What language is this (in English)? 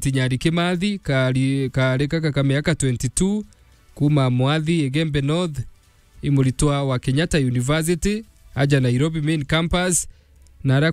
Meru